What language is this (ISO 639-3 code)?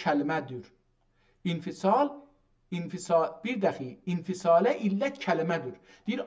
azb